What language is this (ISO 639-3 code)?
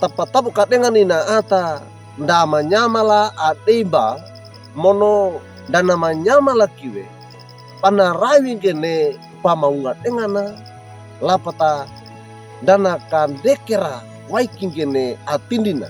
wew